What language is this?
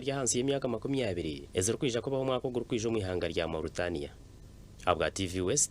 Nyankole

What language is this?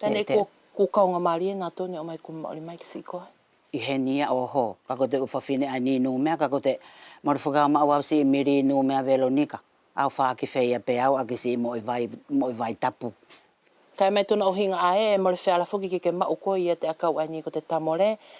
Wallisian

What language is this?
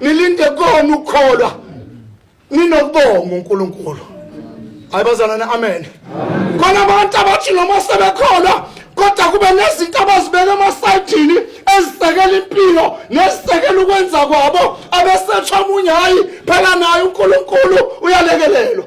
Zulu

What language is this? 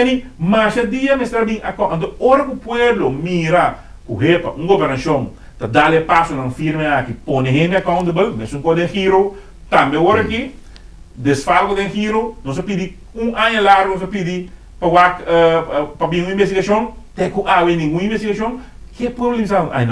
Papiamento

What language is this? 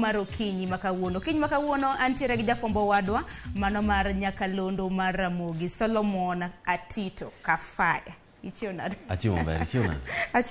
Luo (Kenya and Tanzania)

